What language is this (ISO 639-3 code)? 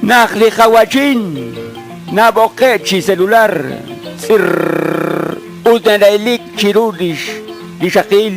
kek